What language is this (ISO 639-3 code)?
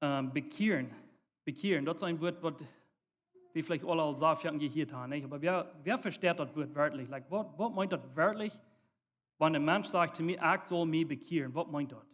pdt